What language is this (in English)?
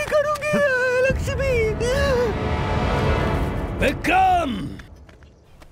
Hindi